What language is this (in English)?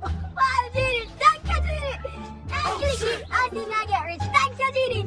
Jamaican Creole English